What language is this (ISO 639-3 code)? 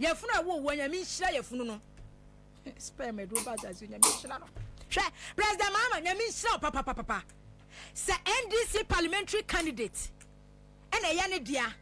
aka